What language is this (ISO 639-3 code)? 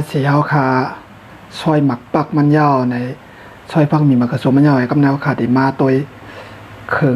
shn